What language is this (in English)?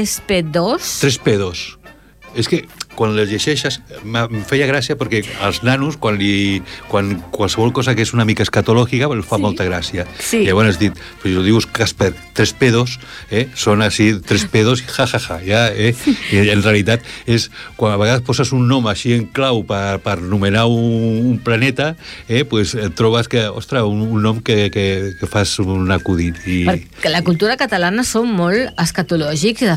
Catalan